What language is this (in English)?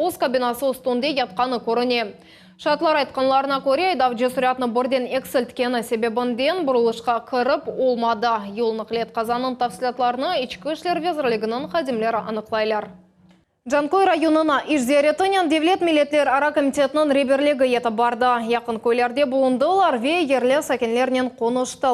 Crimean Tatar